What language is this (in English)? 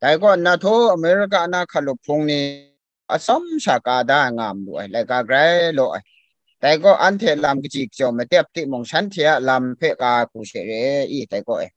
Kachin